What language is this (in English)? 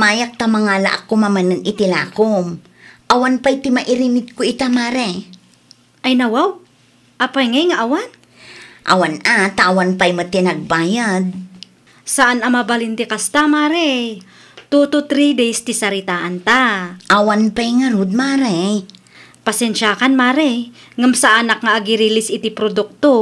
Iloko